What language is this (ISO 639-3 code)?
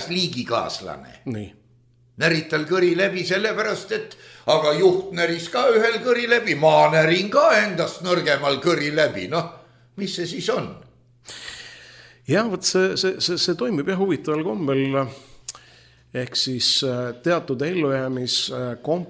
est